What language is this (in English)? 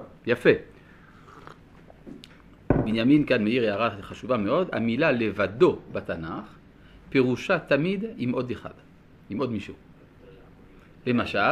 Hebrew